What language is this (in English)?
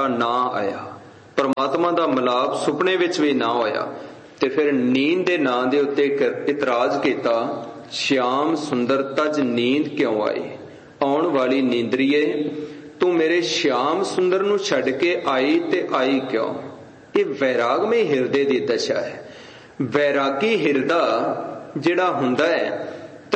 Punjabi